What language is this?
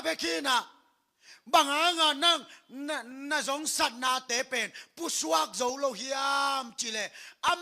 Tedim Chin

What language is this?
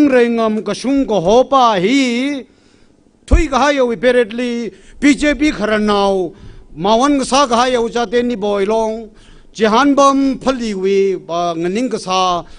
Tangkhul Naga (India)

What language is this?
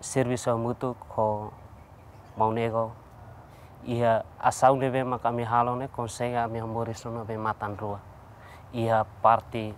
Tetum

